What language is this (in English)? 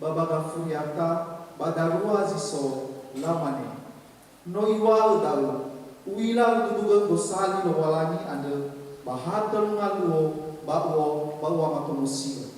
Nias